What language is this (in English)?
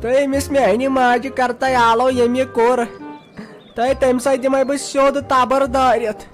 Kashmiri